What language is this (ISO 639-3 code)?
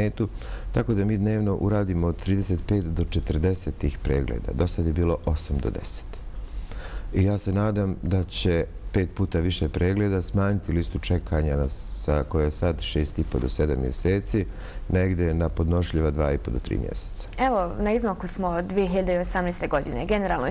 bos